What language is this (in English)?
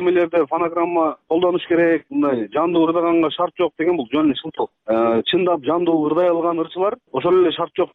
Kyrgyz